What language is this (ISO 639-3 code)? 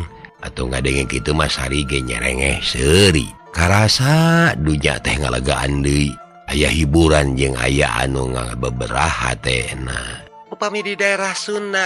sun